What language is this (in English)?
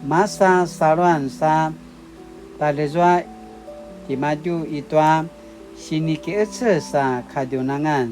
Paiwan